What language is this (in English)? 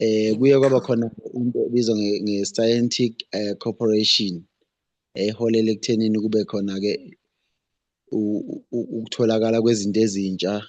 Zulu